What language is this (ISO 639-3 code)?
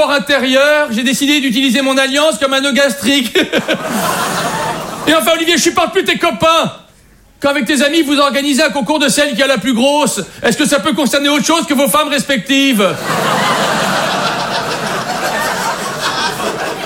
fra